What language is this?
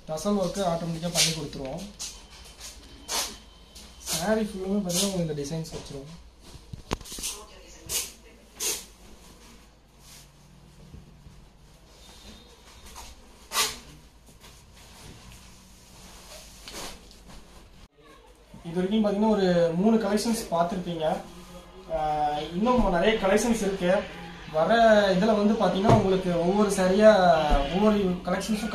Tamil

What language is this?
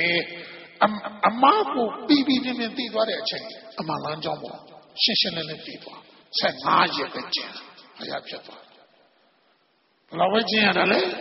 Burmese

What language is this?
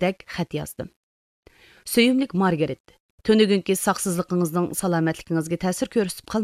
Uyghur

